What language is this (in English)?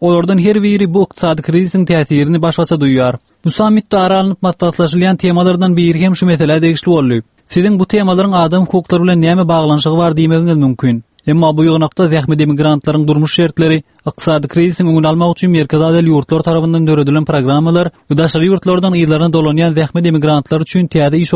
Turkmen